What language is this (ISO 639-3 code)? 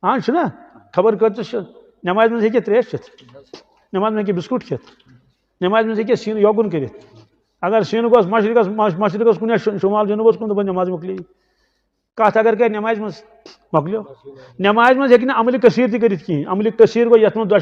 kas